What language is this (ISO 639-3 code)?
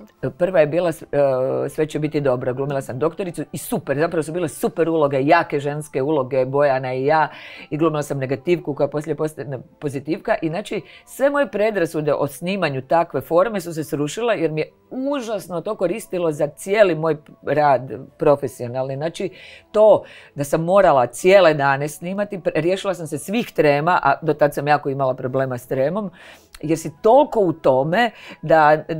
hrv